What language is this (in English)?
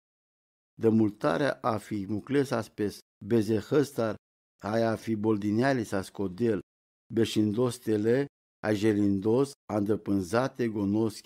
Romany